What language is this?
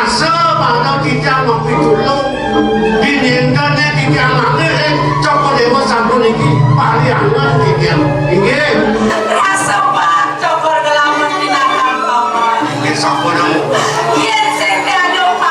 Balinese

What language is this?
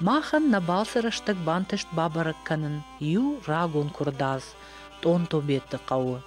Ossetic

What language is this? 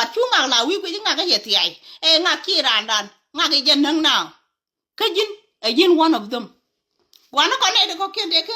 Nuer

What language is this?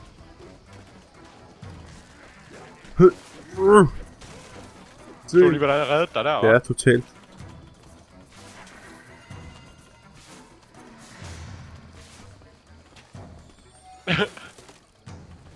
Danish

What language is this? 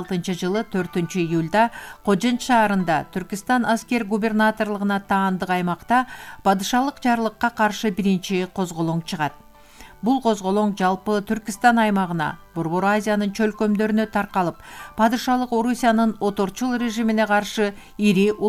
Kyrgyz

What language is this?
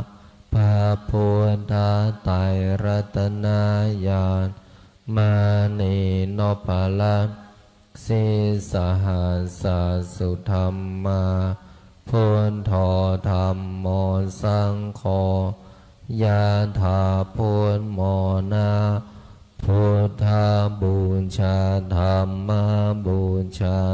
Pali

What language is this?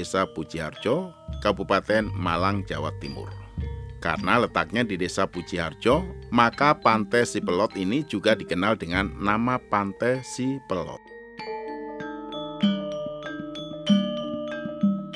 Indonesian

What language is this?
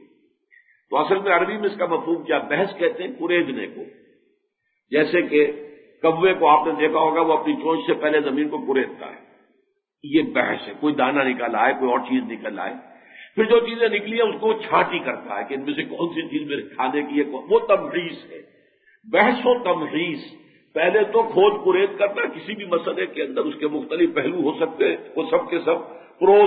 Urdu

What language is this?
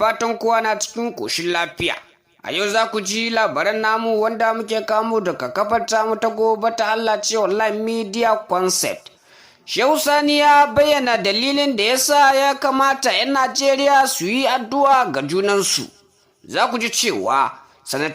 Hausa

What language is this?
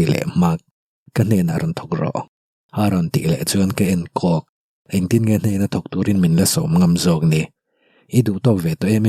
Mizo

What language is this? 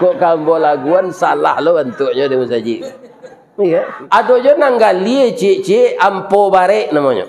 Minangkabau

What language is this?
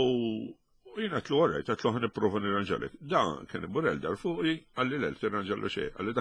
Maltese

